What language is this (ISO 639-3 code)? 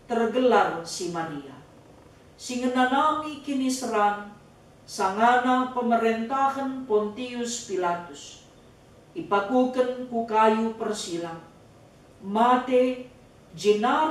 btx